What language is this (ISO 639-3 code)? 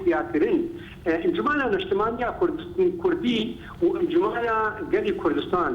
kur